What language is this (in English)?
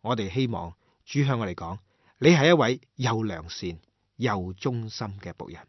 Cantonese